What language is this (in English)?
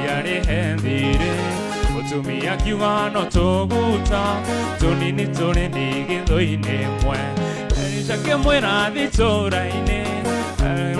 Kikuyu